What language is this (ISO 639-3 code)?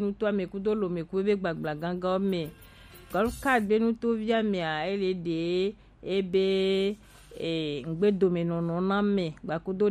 gej